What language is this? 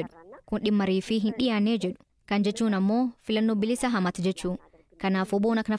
Oromo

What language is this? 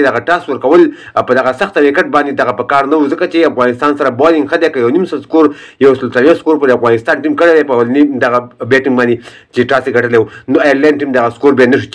Pashto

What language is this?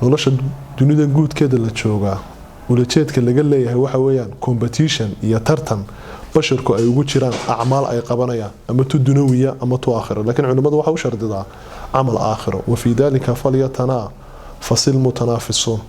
Somali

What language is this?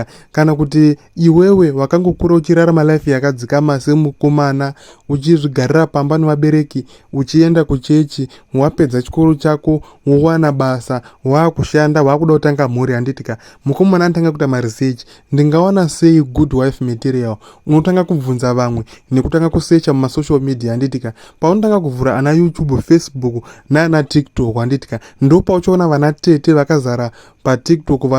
Shona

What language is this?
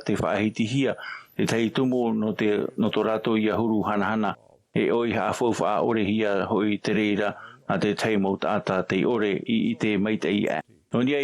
Tahitian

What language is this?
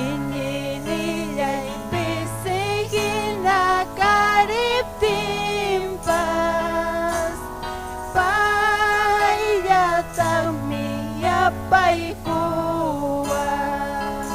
Ayacucho Quechua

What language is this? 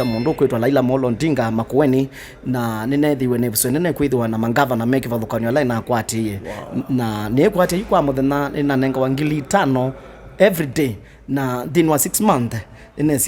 Kamba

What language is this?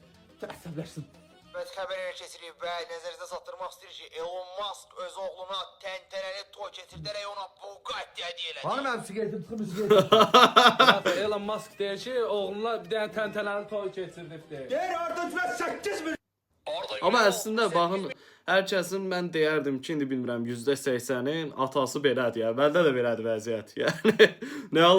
Azerbaijani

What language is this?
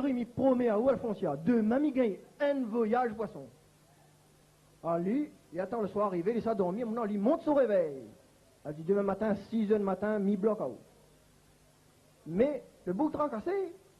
Réunion Creole French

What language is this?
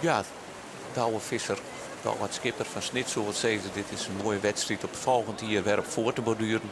Western Frisian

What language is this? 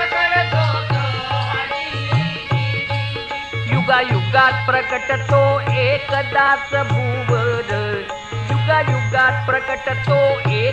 Marathi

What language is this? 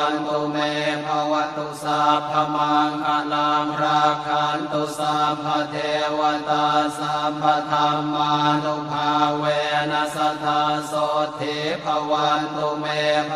Pali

